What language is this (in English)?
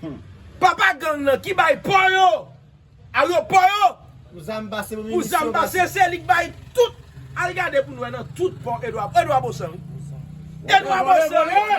Haitian Creole